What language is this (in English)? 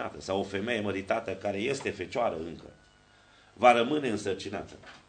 Romanian